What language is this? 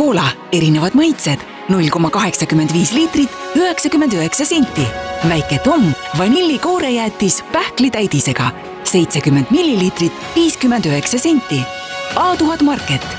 Estonian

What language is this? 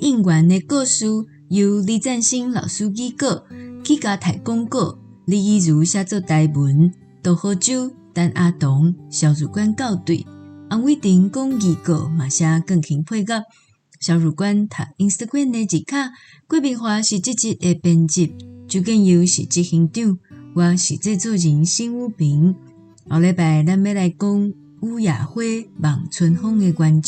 Min Nan Chinese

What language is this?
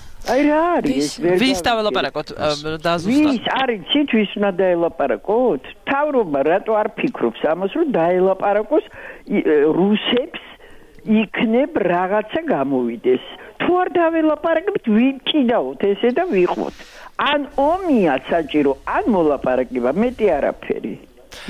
Georgian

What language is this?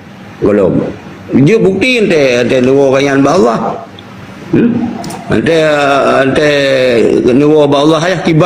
Achinese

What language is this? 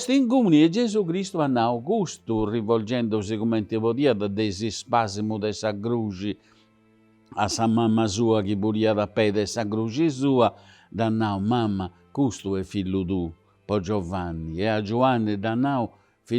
Sardinian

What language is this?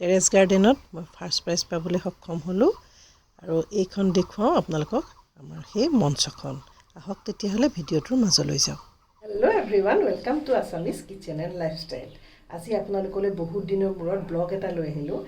Assamese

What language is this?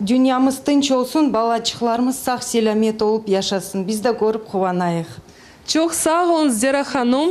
Crimean Tatar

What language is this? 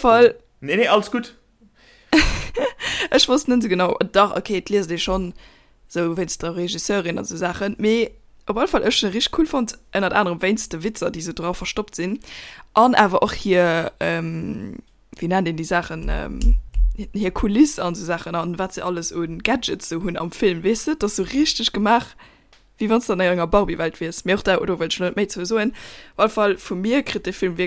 Luxembourgish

